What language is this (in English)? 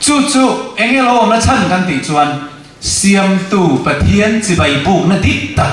Mizo